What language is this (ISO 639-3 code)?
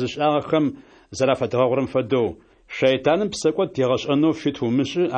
ady